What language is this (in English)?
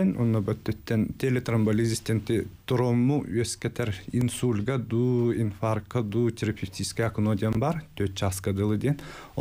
Yakut